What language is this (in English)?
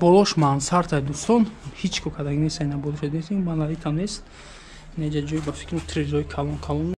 Tajik